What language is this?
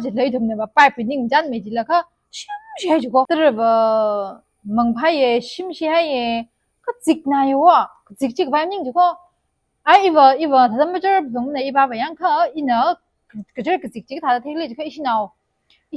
Tangkhul Naga (India)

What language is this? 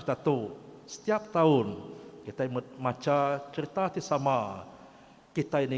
Iban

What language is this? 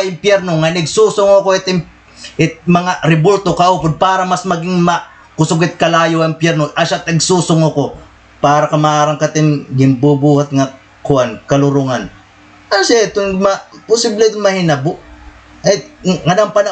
Waray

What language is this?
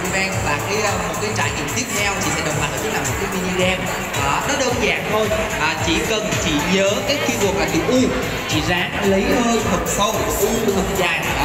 Vietnamese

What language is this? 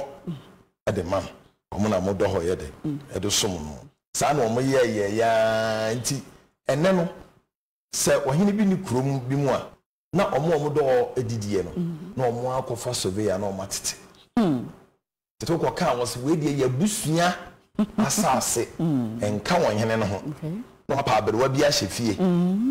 Akan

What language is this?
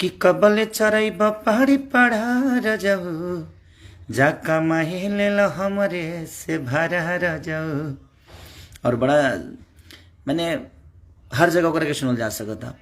Bhojpuri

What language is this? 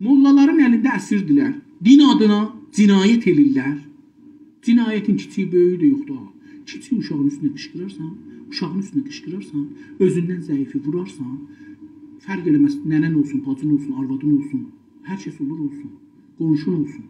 South Azerbaijani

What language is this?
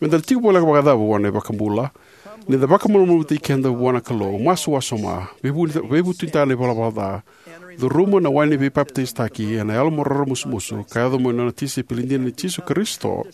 Fijian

